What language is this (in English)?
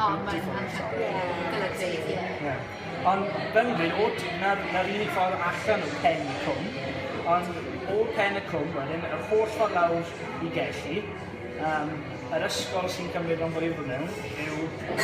Welsh